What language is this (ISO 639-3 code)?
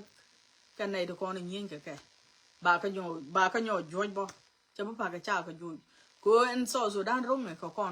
nus